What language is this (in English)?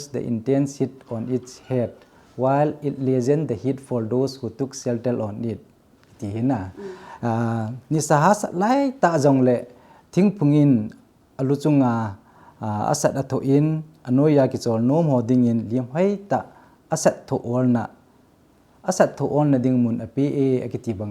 Thado Chin